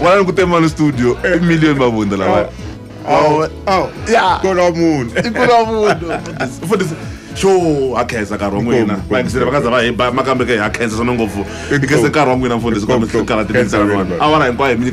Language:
Tsonga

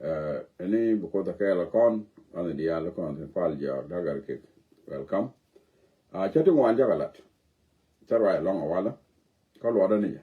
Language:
Nuer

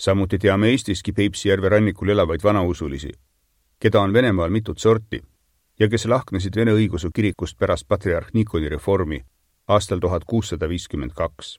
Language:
Estonian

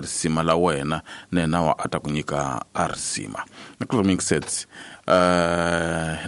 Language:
Tsonga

